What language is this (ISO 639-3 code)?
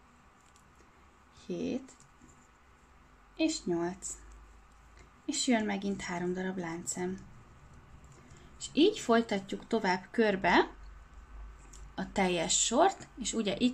hun